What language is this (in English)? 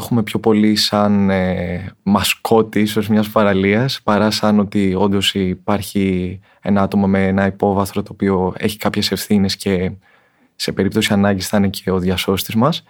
Greek